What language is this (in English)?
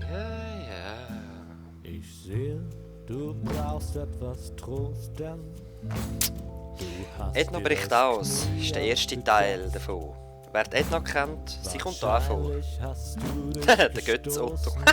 Swiss German